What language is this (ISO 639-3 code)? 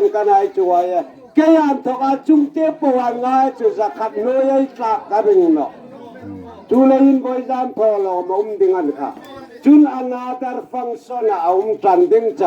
hmr